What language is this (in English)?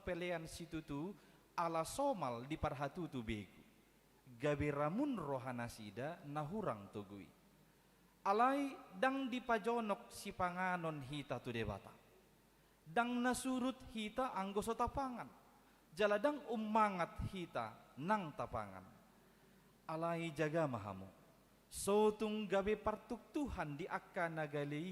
Batak Toba